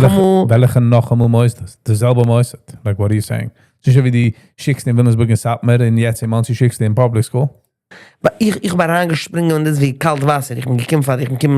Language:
Yiddish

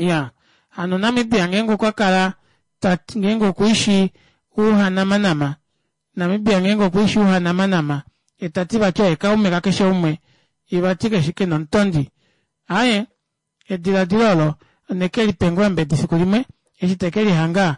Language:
Kuanyama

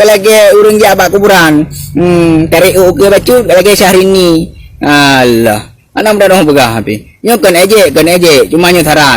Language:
Achinese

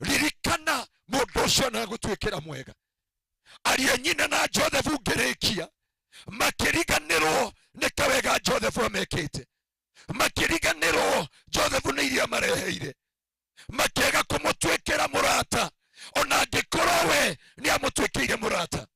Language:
Kikuyu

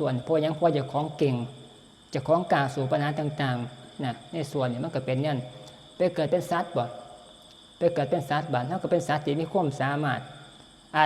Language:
Northeastern Thai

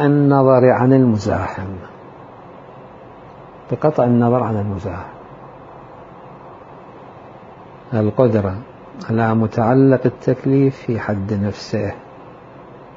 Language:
Arabic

